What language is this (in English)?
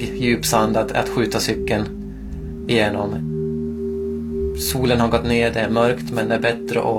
Swedish